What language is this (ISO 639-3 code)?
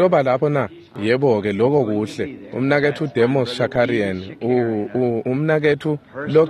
ssw